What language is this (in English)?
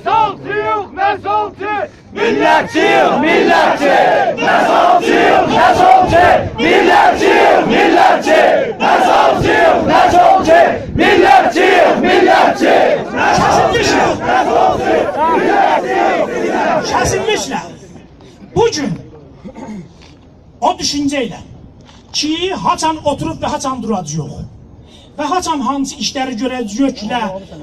South Azerbaijani